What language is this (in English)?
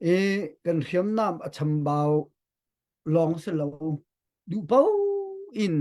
Hakha Chin